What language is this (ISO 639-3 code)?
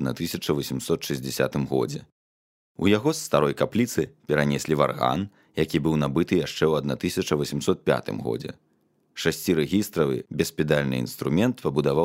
bel